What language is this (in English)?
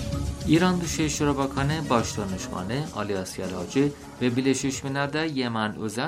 Turkish